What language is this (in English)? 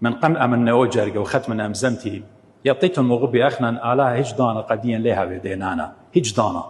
Assyrian Neo-Aramaic